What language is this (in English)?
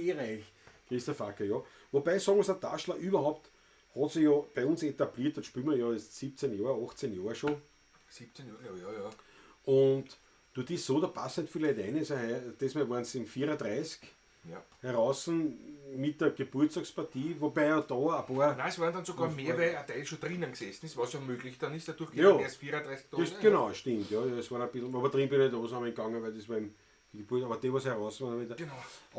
Bavarian